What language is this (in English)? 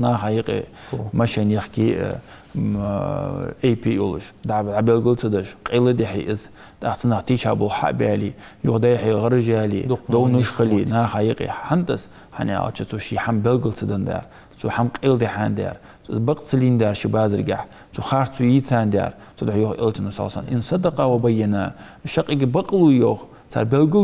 Ingush